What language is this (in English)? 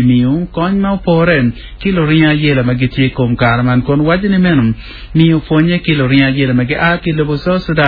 Acoli